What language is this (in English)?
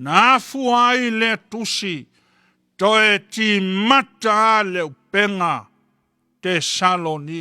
Samoan